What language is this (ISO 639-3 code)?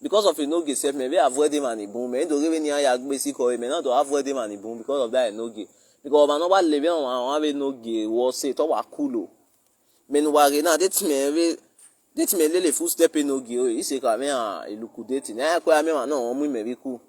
pcm